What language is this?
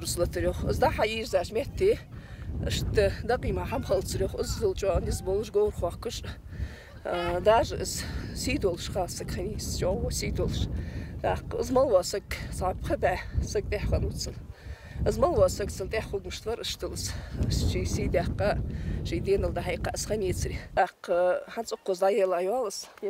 Ingush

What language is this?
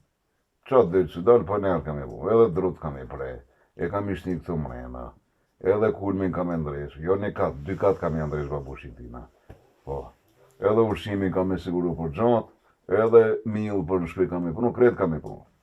Albanian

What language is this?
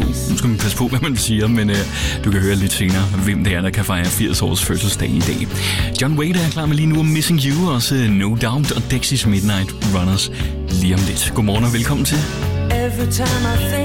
Danish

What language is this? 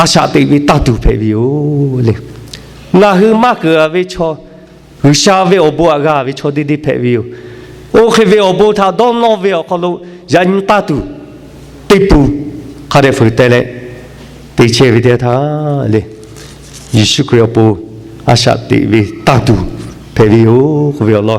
Lahu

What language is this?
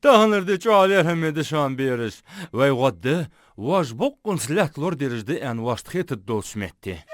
Ingush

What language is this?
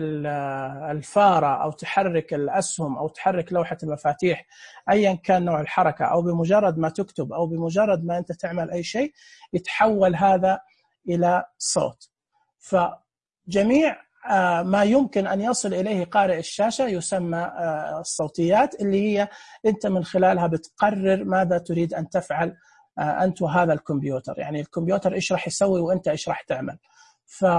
Najdi Arabic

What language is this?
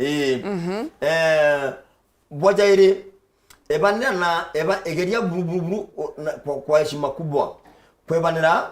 Meru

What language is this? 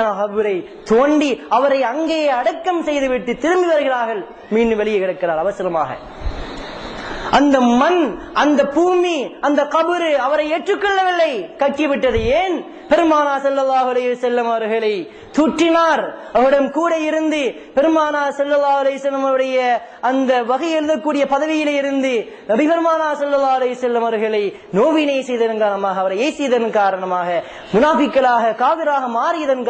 Tamil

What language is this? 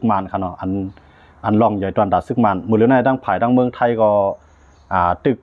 Shan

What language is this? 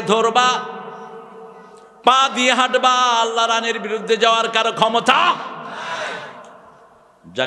Bangla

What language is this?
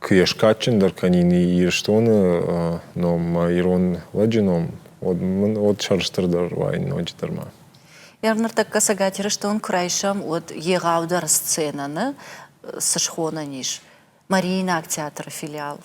Ossetic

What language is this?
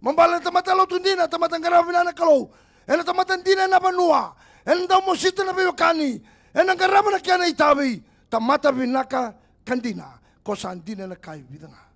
Fijian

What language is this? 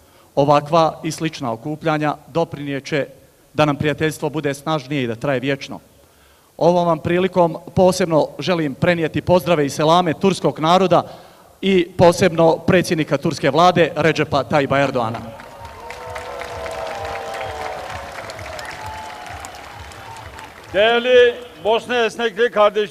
Bosnian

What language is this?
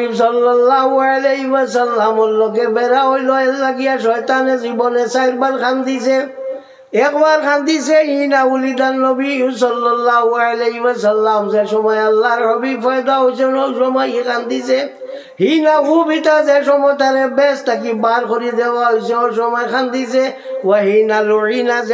Sylheti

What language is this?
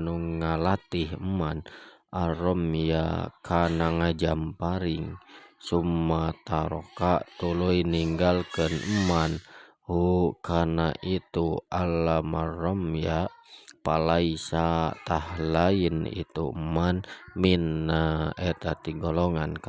Sundanese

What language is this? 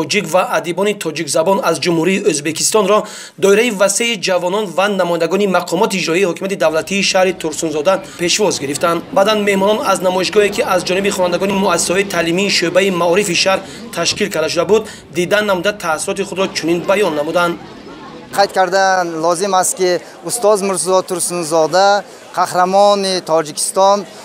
Tajik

